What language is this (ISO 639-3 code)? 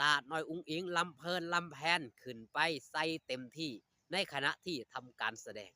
tts